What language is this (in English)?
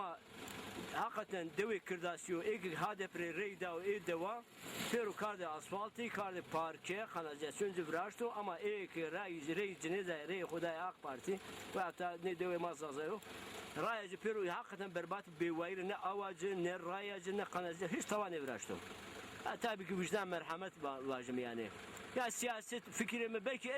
Zaza